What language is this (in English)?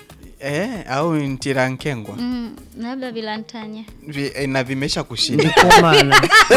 Swahili